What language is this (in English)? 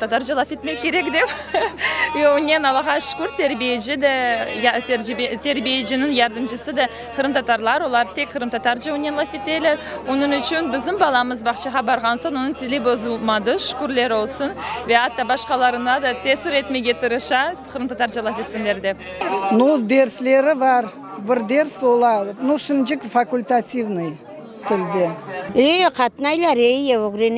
Crimean Tatar